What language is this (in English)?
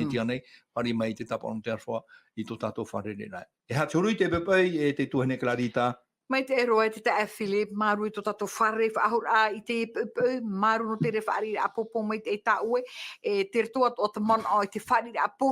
Tahitian